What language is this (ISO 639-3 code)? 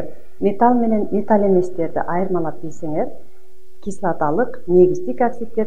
kir